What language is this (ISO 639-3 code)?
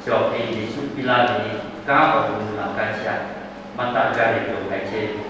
lhu